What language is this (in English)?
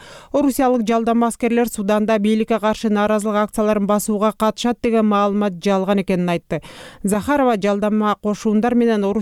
Kyrgyz